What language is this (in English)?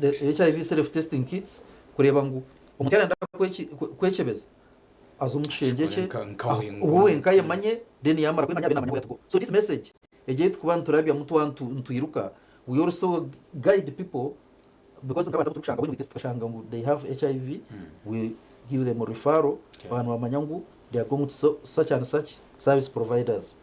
Nyankole